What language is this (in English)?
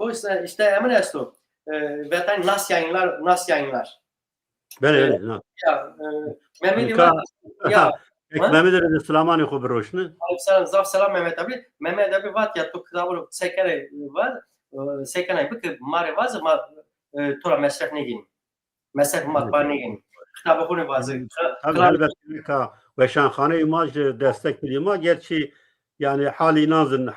Zaza